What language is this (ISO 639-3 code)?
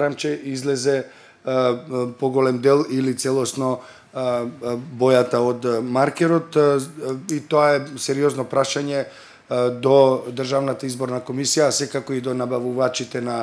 mkd